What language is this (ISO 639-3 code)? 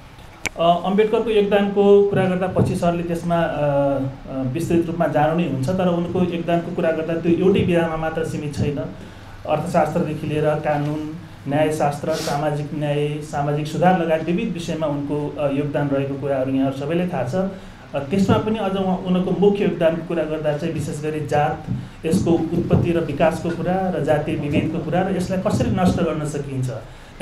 nep